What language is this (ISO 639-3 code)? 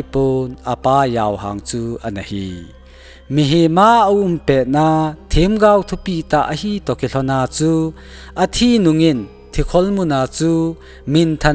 tcz